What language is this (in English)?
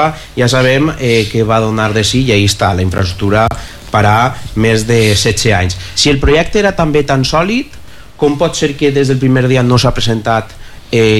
Catalan